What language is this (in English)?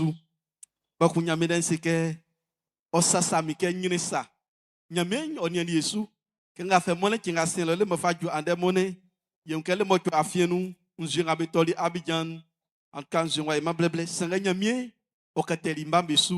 Baoulé